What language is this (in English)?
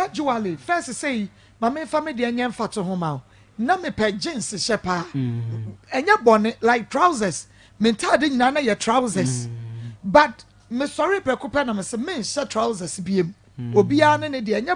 Akan